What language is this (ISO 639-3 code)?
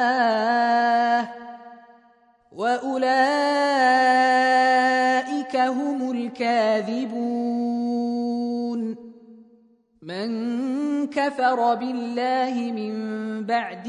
ara